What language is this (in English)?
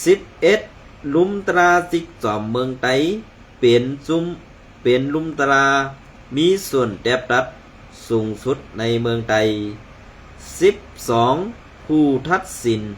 Shan